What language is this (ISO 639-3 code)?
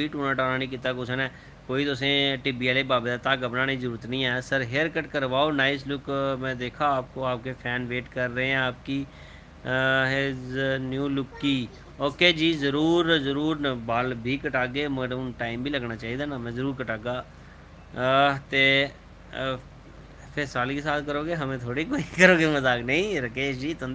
doi